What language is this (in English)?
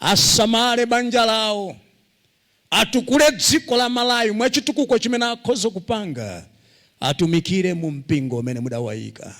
Nyanja